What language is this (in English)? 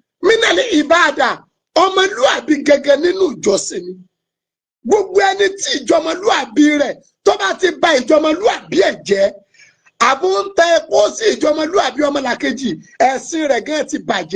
Yoruba